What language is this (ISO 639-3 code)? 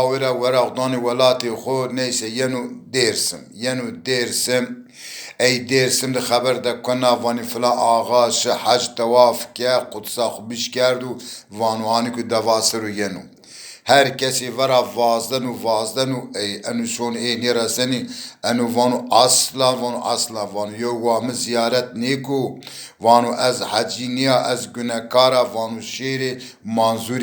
zza